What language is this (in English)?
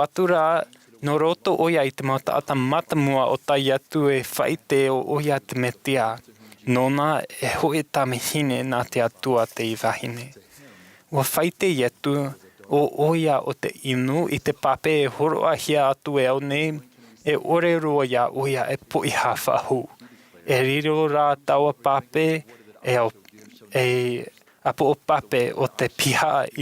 Tahitian